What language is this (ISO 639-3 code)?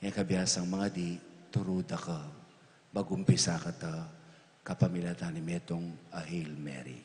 pam